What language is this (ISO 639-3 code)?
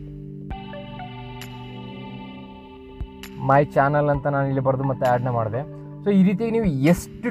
kan